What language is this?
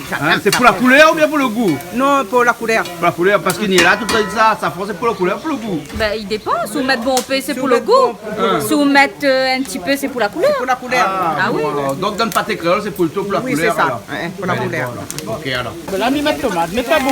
Réunion Creole French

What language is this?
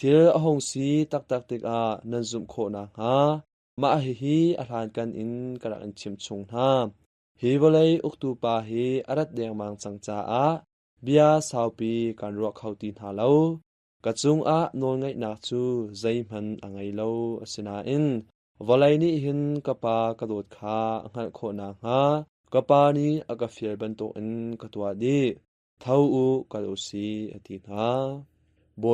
Hakha Chin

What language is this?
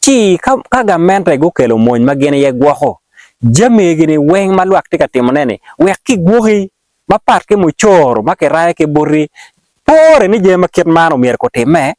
Acoli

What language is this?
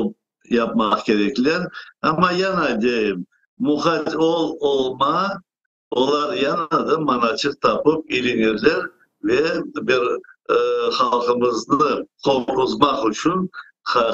Crimean Tatar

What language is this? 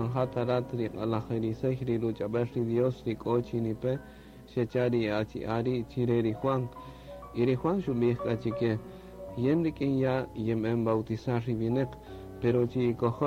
Kaqchikel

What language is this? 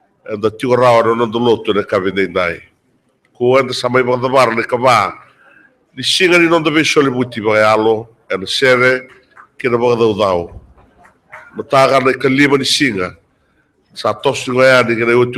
Fijian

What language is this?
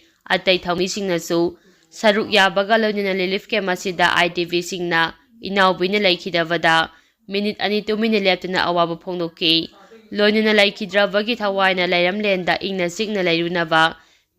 Manipuri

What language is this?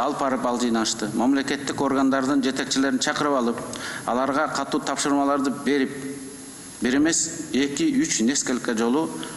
Kyrgyz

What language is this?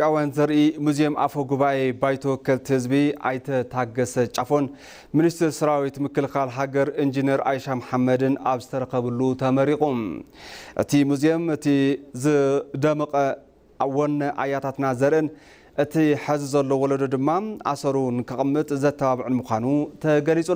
Tigrinya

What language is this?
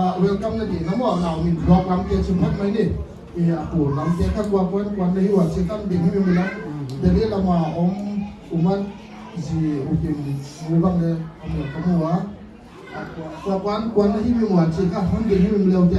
Paite Chin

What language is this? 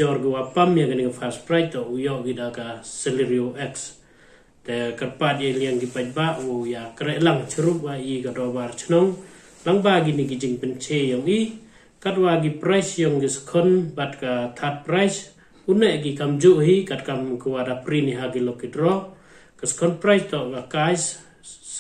Pnar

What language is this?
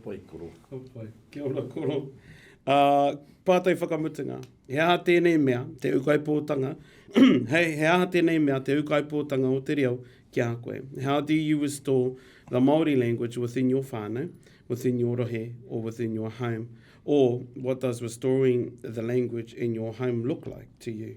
Māori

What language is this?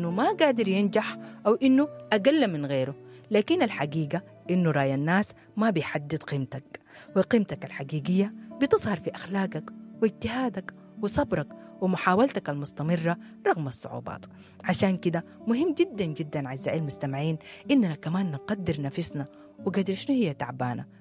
Sudanese Arabic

